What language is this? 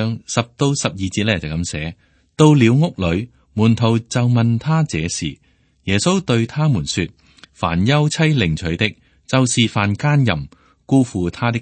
Cantonese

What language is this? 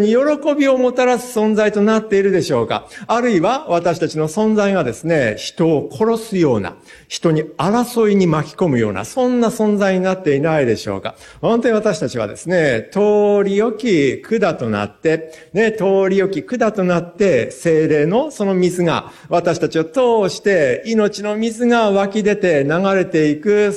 Japanese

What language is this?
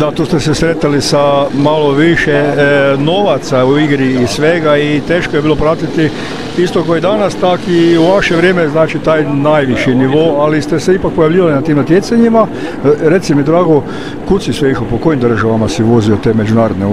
Croatian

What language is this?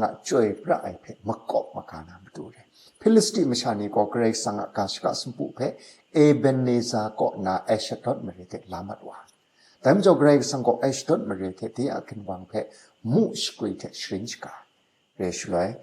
Kachin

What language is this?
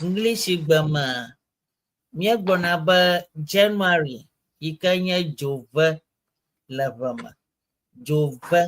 Ewe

